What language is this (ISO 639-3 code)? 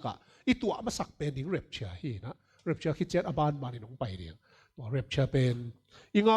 ctd